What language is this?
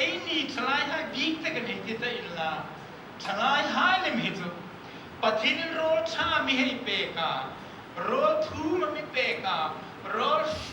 Hmar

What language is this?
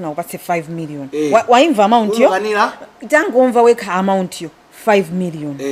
Nyanja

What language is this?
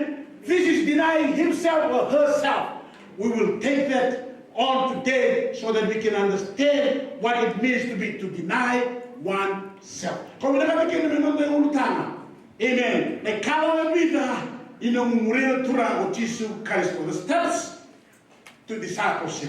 Fijian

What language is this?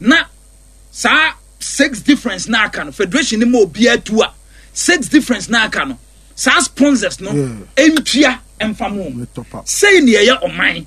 Akan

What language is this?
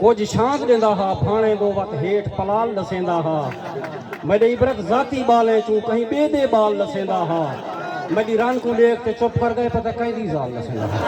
Saraiki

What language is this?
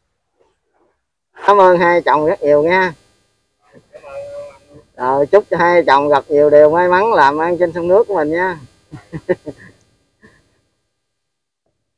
Vietnamese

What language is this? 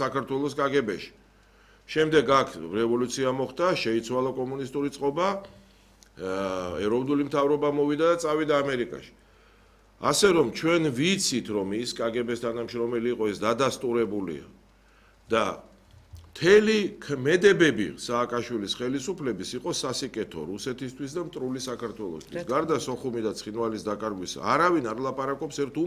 Georgian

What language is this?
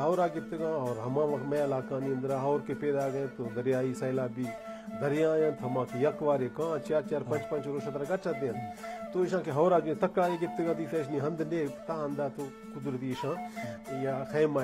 Baluchi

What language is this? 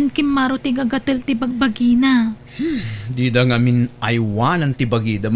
Iloko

